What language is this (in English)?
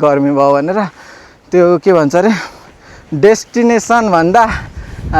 Nepali